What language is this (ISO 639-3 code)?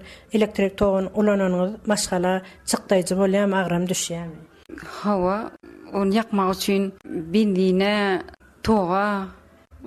tuk